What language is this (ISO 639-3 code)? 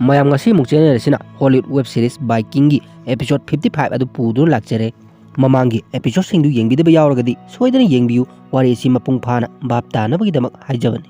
mni